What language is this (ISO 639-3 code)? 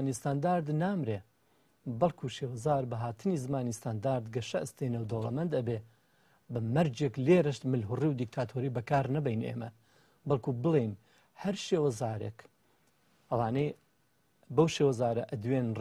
ckb